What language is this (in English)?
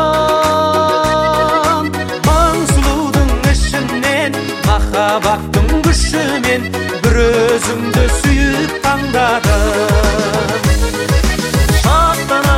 Kazakh